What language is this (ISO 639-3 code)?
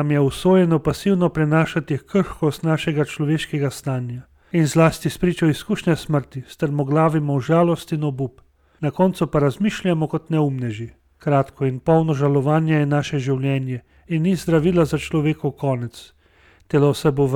slv